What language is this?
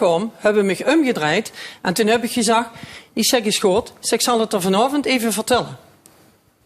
Limburgish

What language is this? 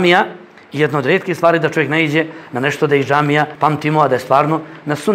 Bosnian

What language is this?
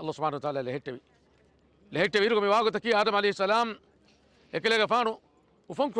Divehi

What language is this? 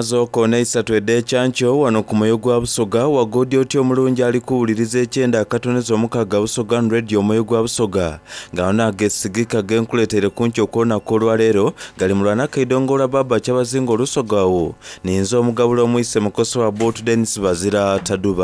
Soga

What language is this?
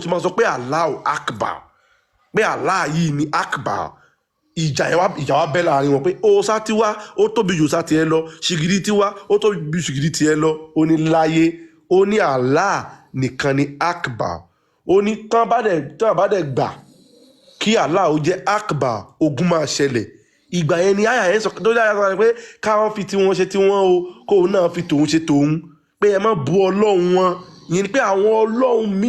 Yoruba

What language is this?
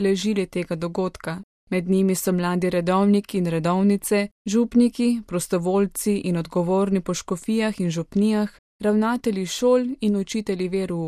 Slovenian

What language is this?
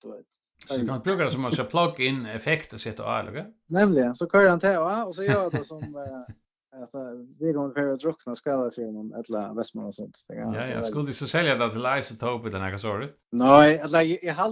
Faroese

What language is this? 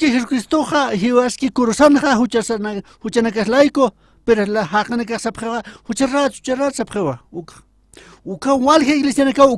Aymara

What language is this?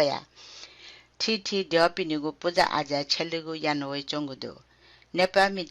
Newari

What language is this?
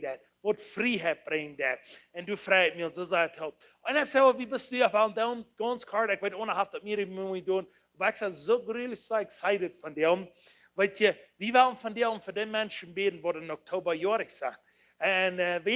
Plautdietsch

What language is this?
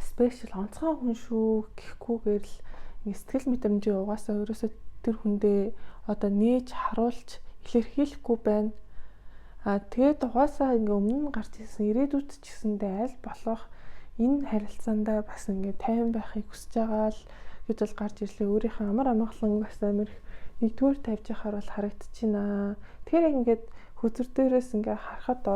Mongolian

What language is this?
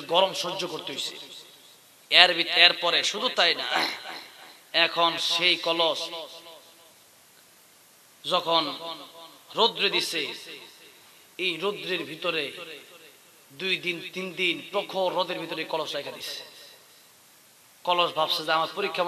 Bangla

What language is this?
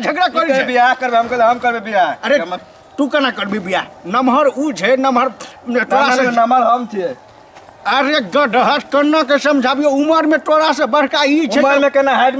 Maithili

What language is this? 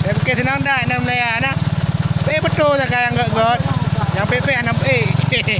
Achinese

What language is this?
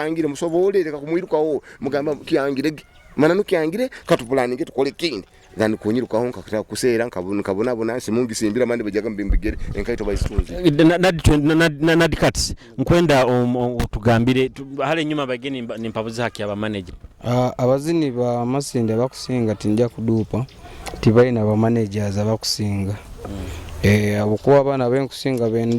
Nyoro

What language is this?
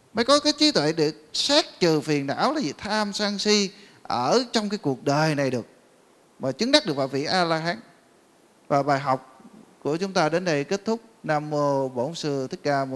Vietnamese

